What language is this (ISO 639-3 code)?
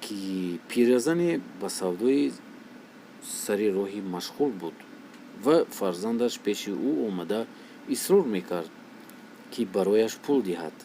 tgk